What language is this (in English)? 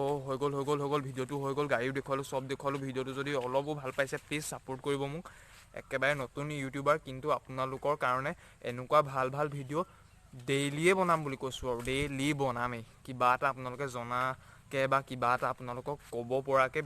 Assamese